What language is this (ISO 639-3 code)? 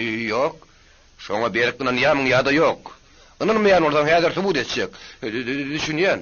tuk